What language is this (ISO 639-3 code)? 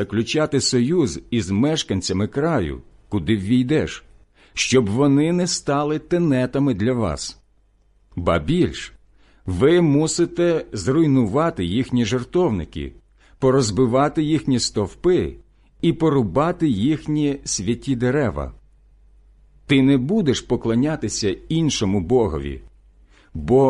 ukr